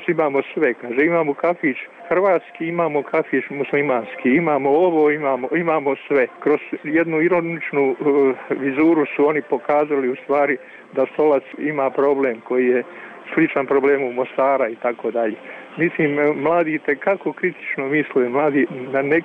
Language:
Bosnian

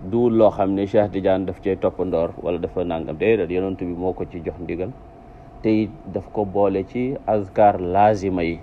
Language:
Wolof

